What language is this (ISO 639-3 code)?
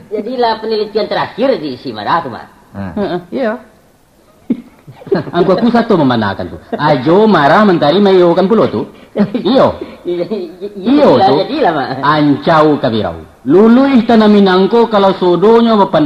min